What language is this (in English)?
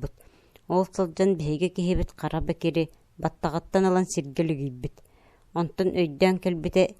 Yakut